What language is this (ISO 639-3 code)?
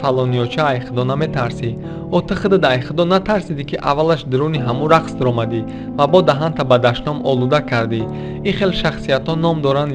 tgk